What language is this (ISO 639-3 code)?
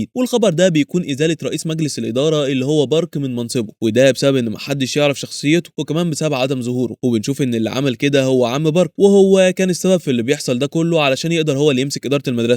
arz